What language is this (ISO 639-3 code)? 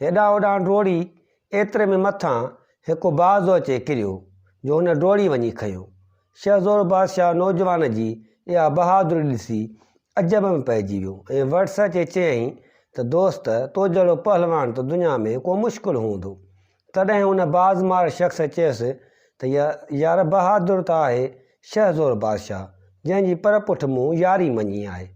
snd